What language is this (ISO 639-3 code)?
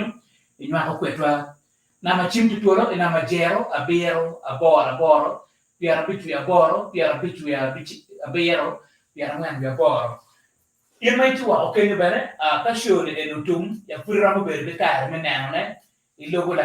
ach